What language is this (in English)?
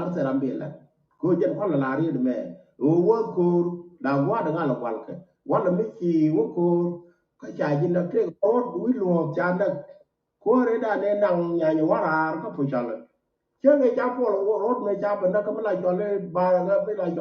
Nuer